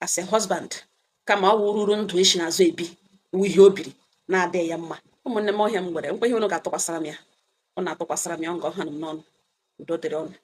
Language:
Igbo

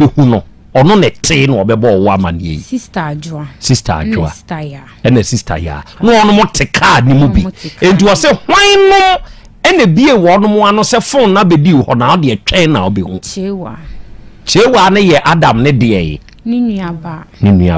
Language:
Akan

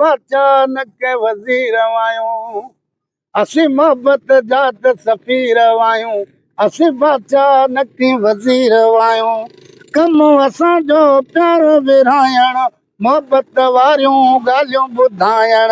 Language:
Sindhi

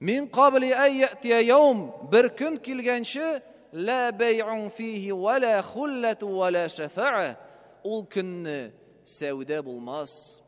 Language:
Tatar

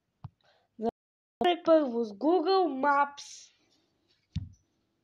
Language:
Bulgarian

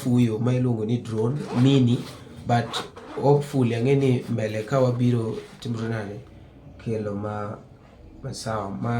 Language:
Luo (Kenya and Tanzania)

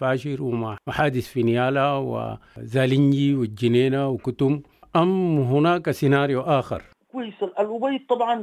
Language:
Sudanese Arabic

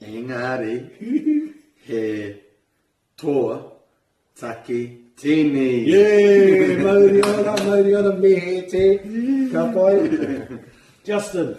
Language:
Māori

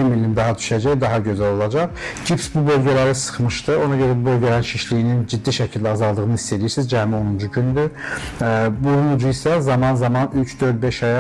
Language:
Azerbaijani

